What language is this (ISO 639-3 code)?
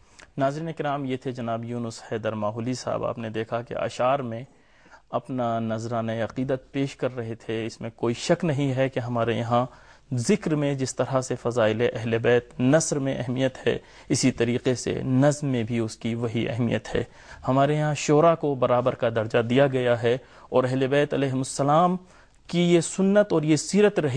urd